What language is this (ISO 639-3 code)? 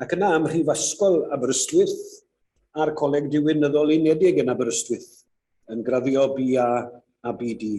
cym